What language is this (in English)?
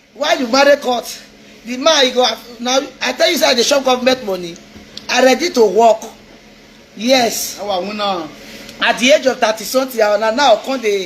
Nigerian Pidgin